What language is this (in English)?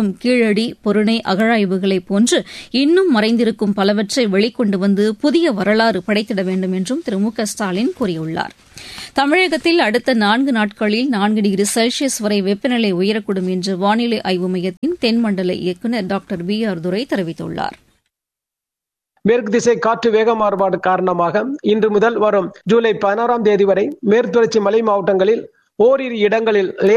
Tamil